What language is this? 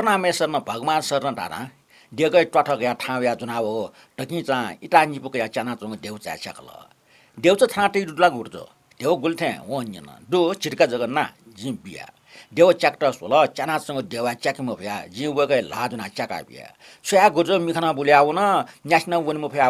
Newari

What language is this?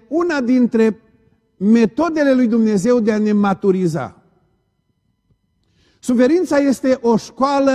Romanian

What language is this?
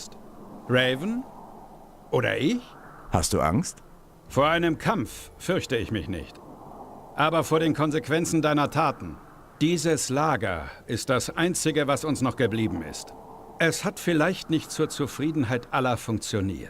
Bavarian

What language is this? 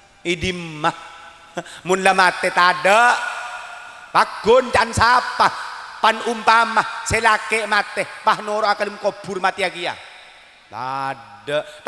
Madurese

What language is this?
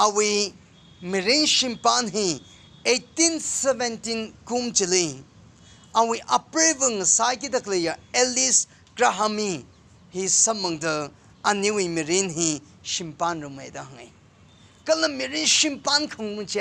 Tangkhul Naga (India)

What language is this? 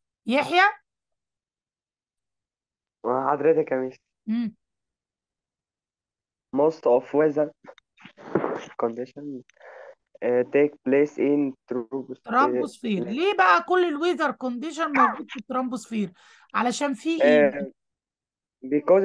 Egyptian Arabic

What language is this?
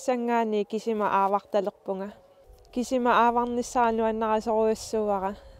Kalaallisut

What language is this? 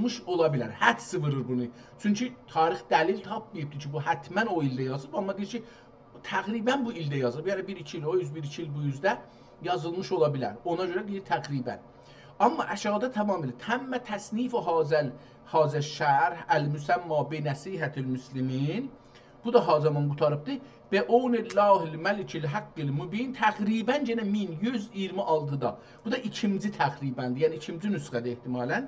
South Azerbaijani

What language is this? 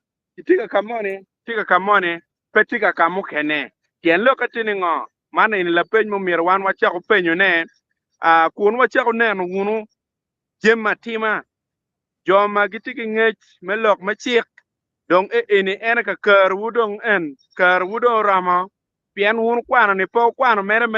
Acoli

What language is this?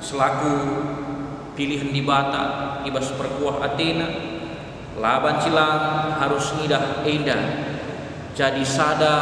Batak Karo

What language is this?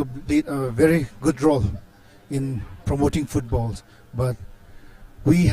Tangkhul Naga (India)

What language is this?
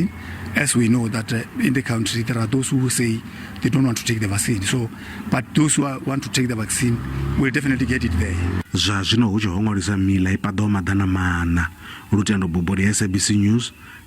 Venda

